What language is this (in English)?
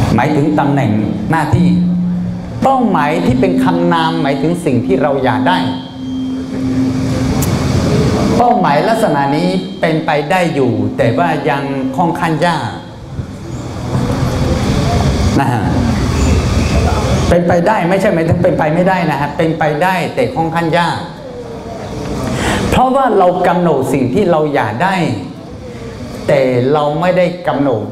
Thai